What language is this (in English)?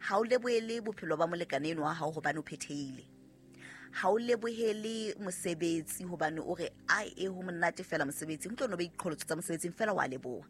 Southern Sotho